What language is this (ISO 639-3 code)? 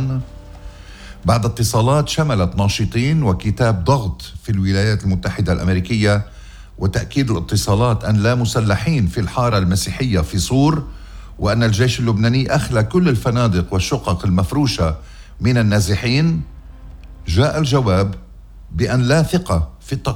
apc